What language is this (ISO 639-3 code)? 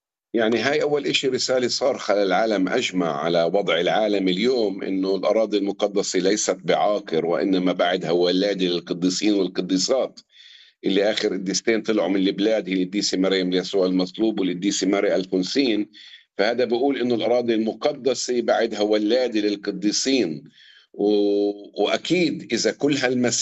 apc